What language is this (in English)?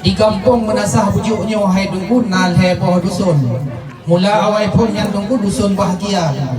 Achinese